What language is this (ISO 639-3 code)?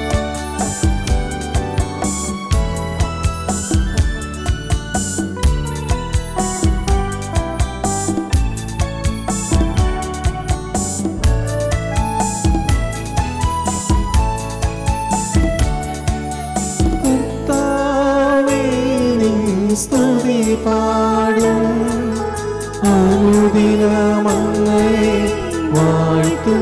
mal